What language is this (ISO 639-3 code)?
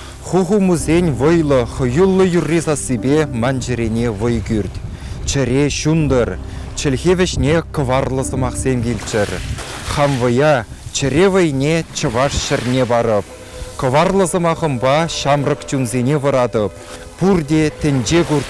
chv